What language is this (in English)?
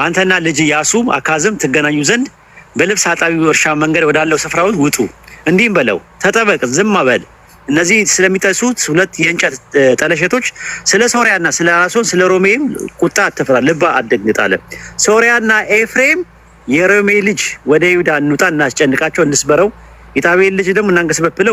Amharic